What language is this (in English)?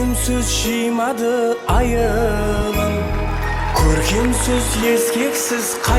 Kara-Kalpak